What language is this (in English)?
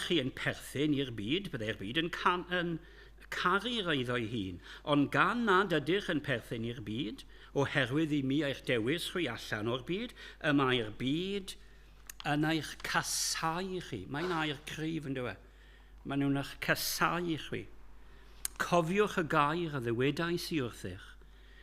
Welsh